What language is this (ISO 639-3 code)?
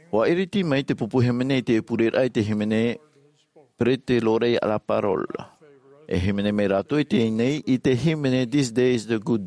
tah